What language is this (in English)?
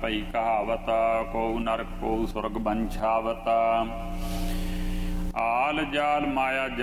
Punjabi